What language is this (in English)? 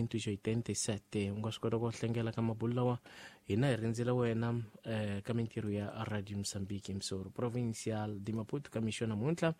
Tsonga